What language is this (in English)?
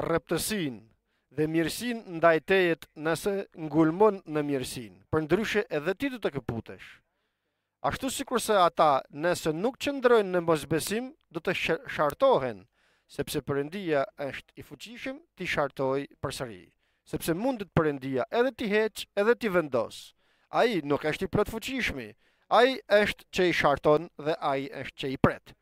Albanian